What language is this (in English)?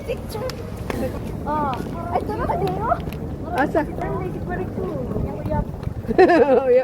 Cebuano